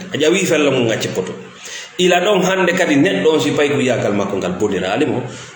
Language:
Fula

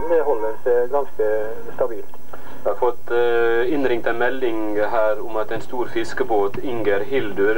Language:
Norwegian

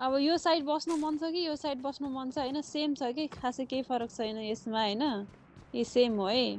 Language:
Nepali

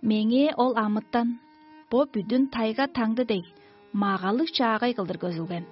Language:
Tuvinian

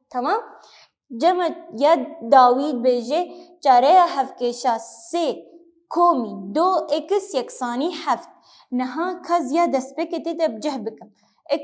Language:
Kurdish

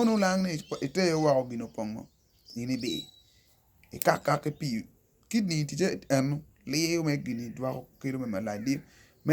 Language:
Acoli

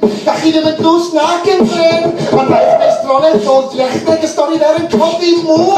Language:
Welsh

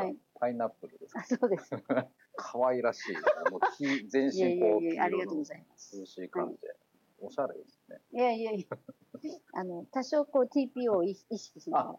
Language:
Japanese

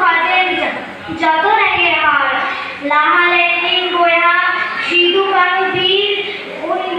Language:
Santali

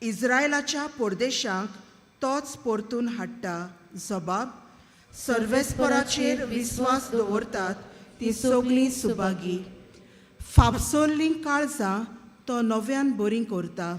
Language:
Konkani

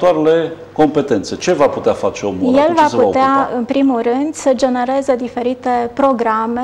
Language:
Romanian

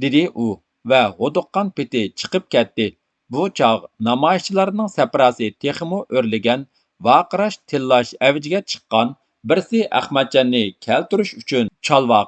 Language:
Uyghur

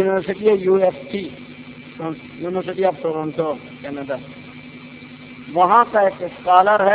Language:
Urdu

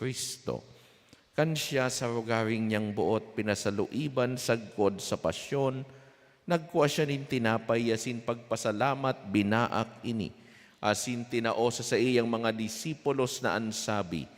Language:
Bikol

